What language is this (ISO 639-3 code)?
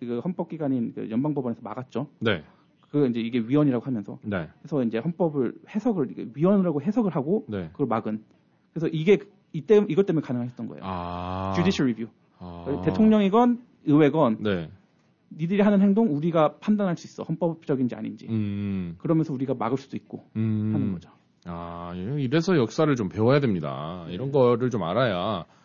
kor